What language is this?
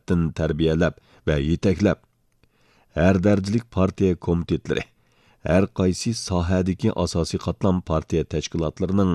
Uyghur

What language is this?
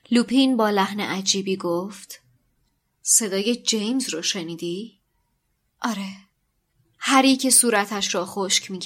Persian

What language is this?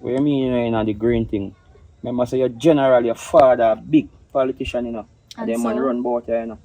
Jamaican Creole English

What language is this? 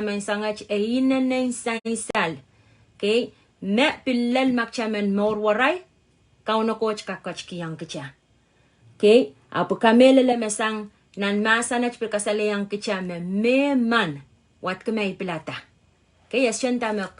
Pohnpeian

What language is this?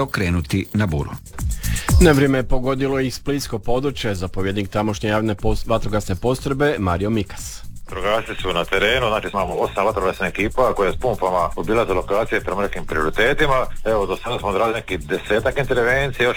Croatian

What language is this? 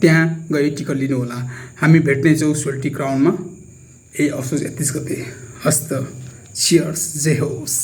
Nepali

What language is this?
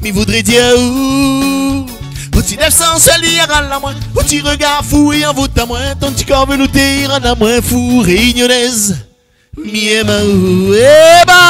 Réunion Creole French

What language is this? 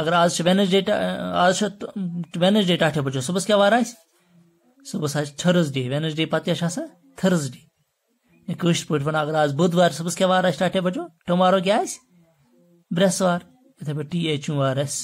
Kashmiri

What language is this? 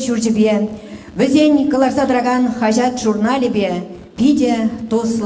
Chuvash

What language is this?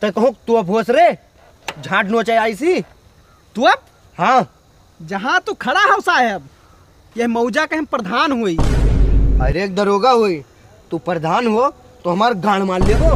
Awadhi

